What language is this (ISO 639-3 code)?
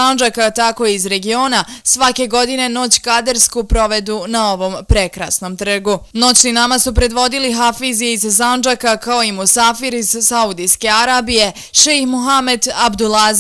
bos